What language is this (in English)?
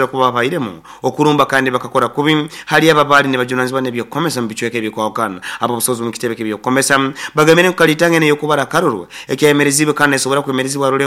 Nyoro